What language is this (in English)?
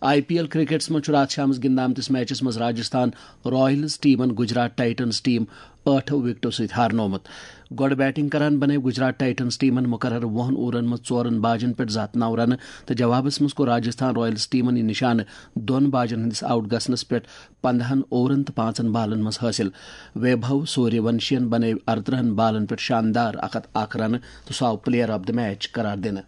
Kashmiri